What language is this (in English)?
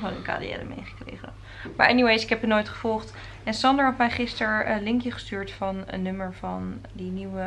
Dutch